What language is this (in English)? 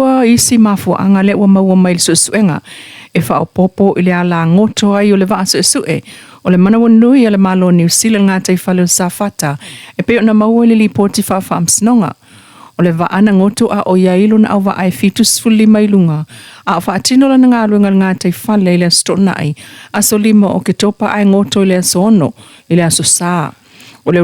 Samoan